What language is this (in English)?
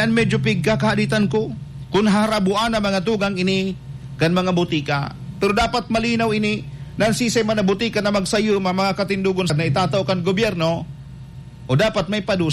Bikol